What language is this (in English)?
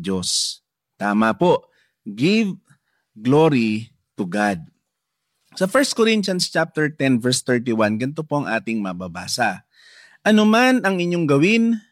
Filipino